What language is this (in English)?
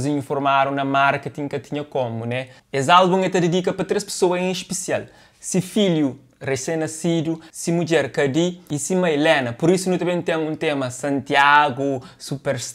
Kabuverdianu